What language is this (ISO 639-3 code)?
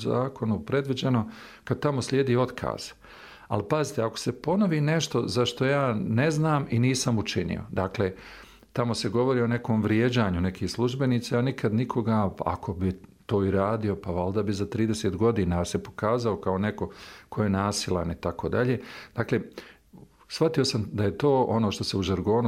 bos